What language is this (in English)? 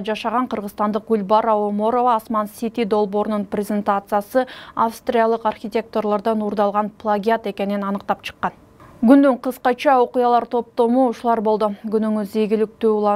Kyrgyz